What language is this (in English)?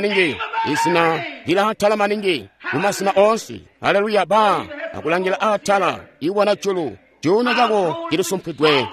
Tonga (Zambia)